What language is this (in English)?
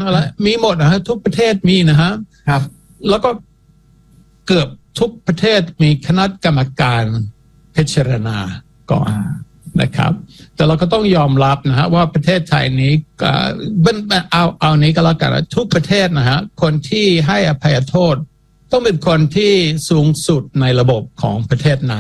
Thai